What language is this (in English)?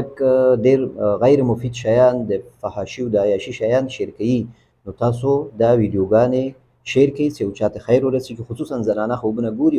Pashto